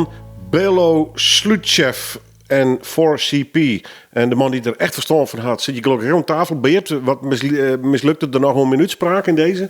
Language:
Western Frisian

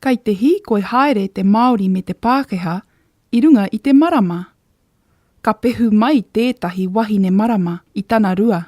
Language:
Māori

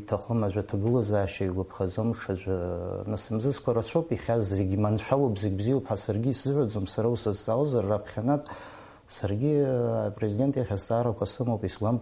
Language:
Abkhazian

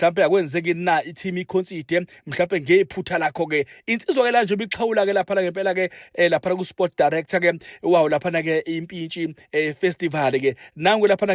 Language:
Zulu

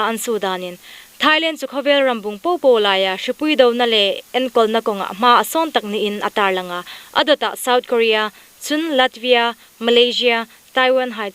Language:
Hmar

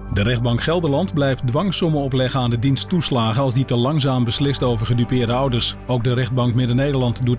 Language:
Dutch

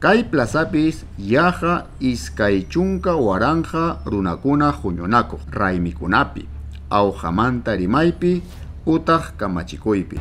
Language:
Ayacucho Quechua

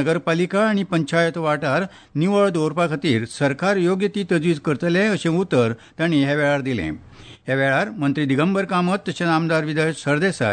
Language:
Konkani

